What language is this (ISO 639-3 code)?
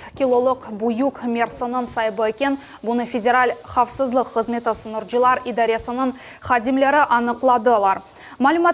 crh